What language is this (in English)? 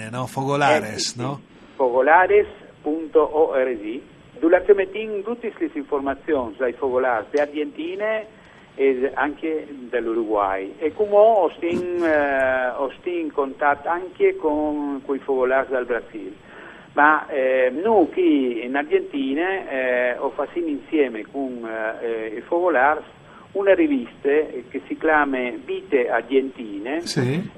Friulian